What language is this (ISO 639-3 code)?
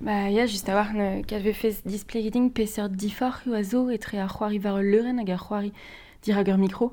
bre